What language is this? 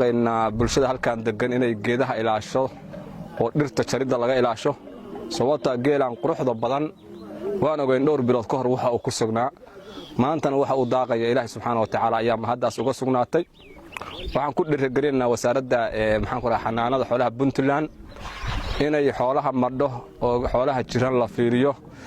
Somali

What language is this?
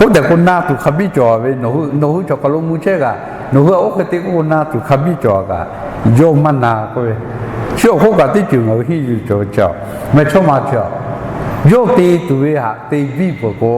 Lahu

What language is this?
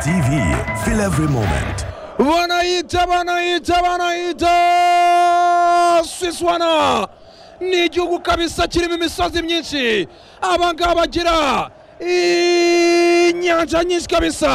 Kinyarwanda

